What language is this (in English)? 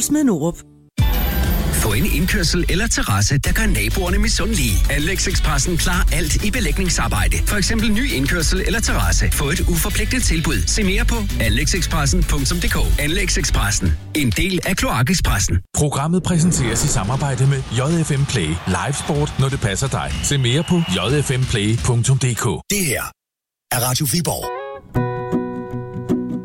Danish